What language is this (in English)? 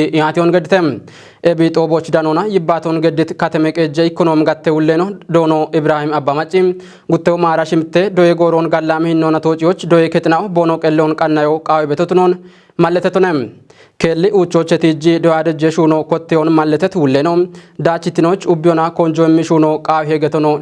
Kafa